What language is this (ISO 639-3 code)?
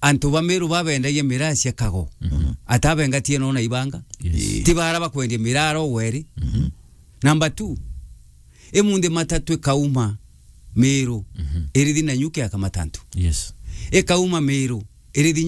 mer